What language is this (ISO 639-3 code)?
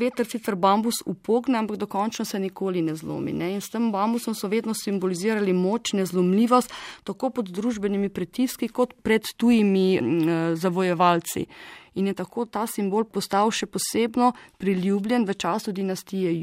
slv